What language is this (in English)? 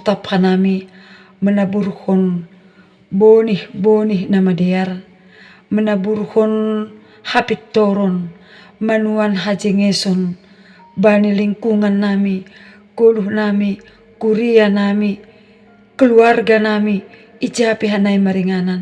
Batak Simalungun